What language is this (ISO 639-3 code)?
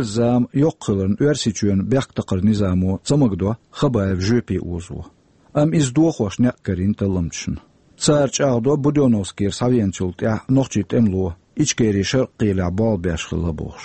che